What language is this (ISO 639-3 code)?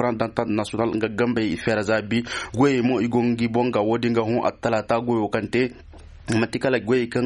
ses